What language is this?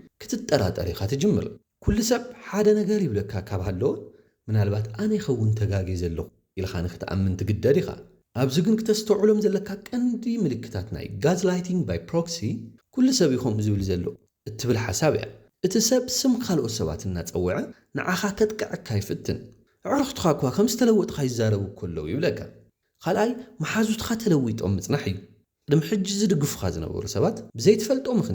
Tigrinya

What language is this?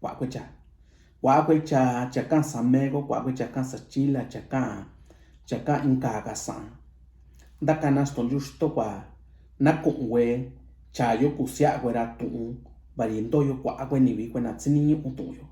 Mixtepec Mixtec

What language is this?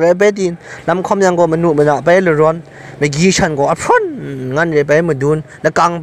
Kachin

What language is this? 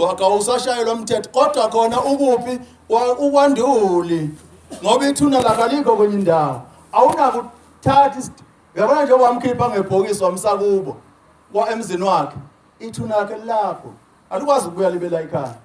Zulu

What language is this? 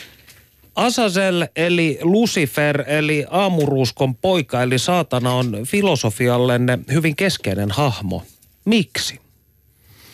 Finnish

